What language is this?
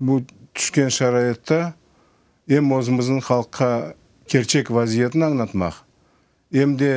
Crimean Tatar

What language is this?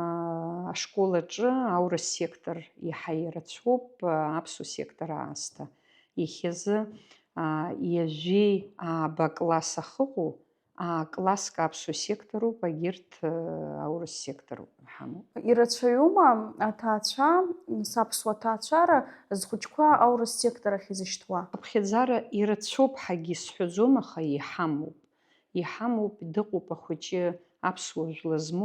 Abkhazian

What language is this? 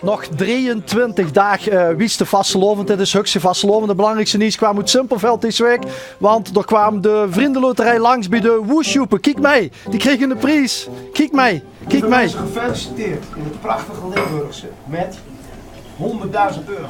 Limburgish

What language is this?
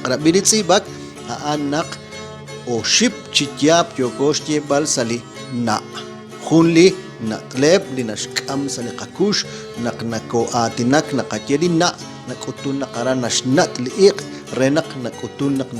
Kekchí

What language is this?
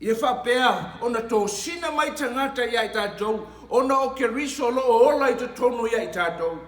Samoan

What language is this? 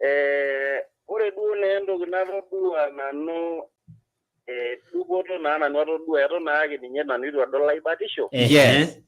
Masai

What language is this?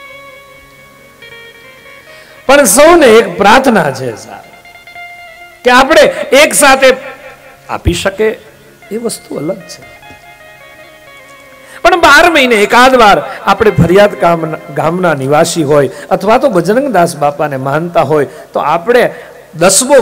Gujarati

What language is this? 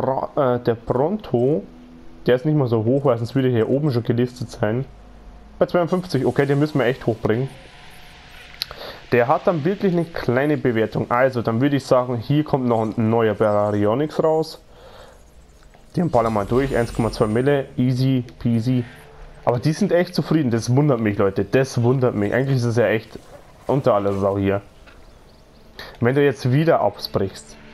German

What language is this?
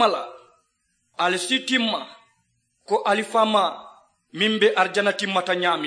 Mandingo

